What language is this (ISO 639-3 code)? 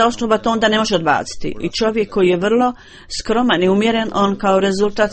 bos